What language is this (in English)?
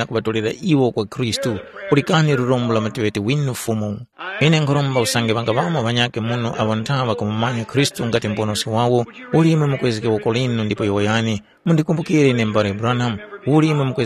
Tumbuka